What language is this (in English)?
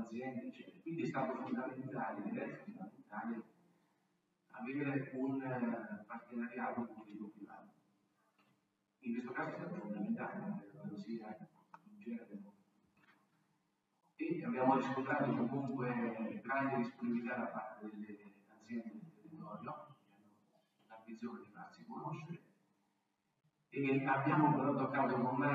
Italian